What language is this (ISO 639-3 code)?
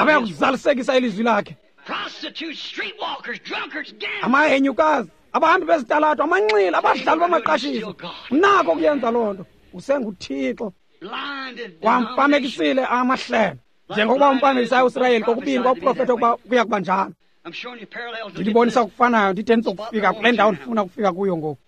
xho